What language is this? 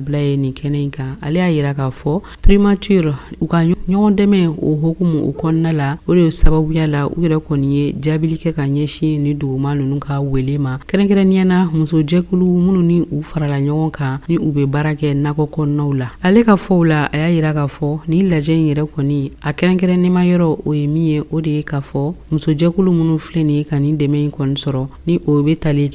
Bambara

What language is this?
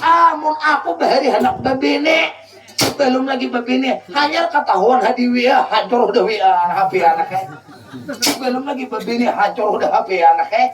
Banjar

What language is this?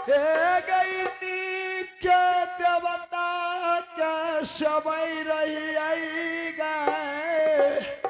Angika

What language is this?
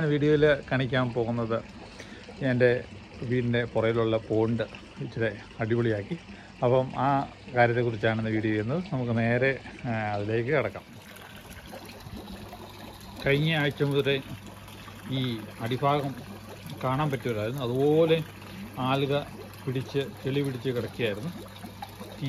Malayalam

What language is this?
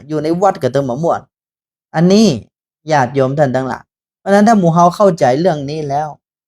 Northern Thai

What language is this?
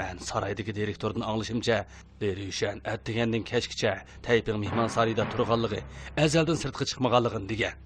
Uyghur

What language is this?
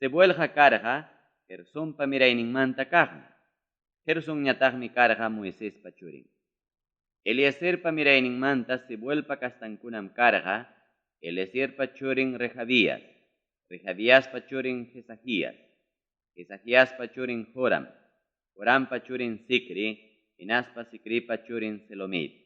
Ayacucho Quechua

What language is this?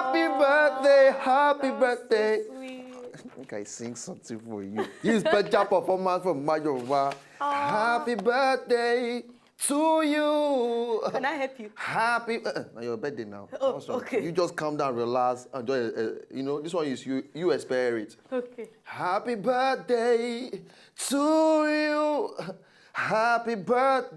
Nigerian Pidgin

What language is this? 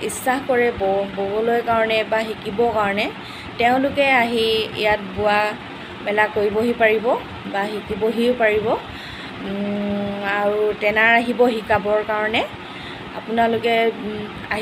Assamese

